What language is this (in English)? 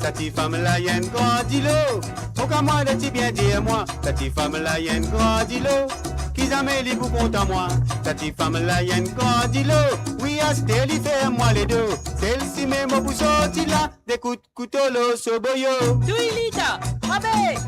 Morisyen